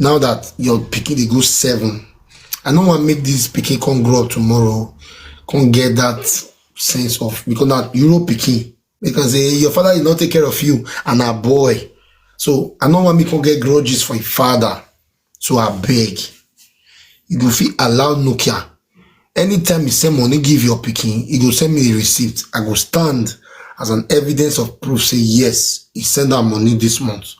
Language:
Nigerian Pidgin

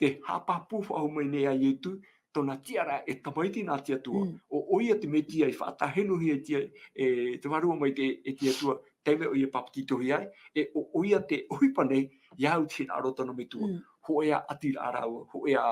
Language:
Tahitian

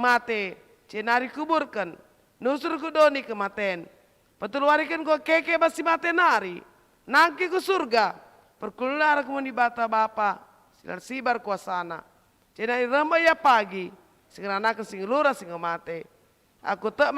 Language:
Batak Karo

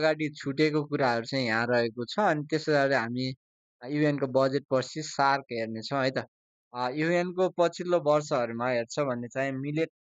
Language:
Nepali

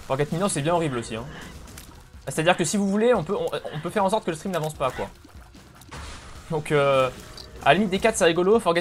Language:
French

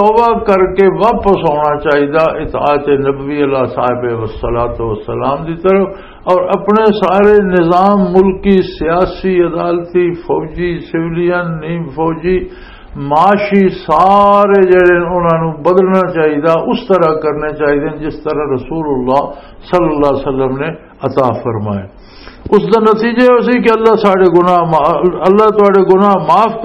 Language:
Western Panjabi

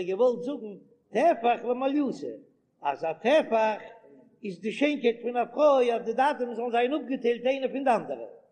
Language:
Yiddish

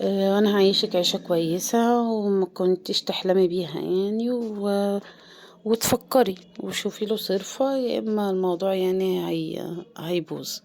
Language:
Egyptian Arabic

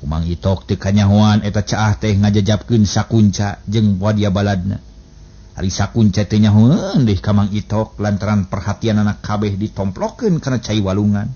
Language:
Sundanese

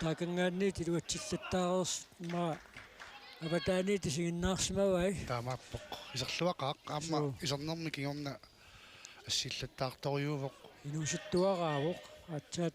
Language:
Kalaallisut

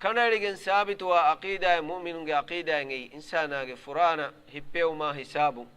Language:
Divehi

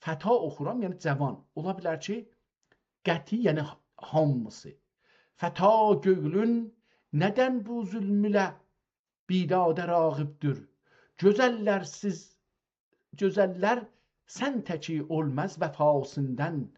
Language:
South Azerbaijani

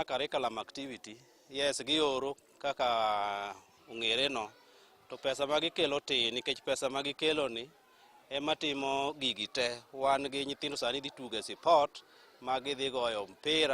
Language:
Luo (Kenya and Tanzania)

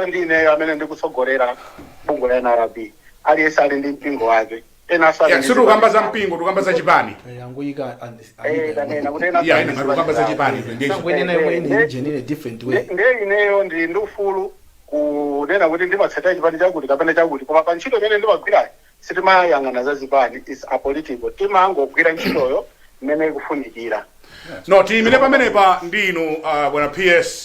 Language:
Nyanja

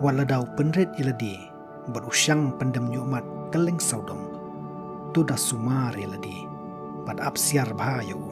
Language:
Khasi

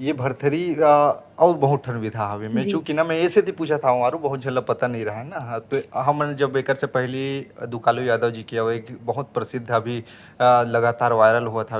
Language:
Chhattisgarhi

